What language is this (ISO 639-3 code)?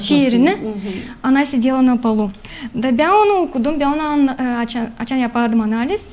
gag